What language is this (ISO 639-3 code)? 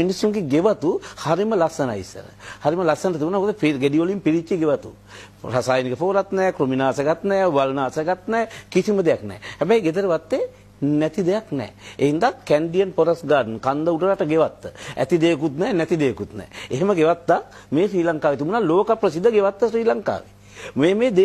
sin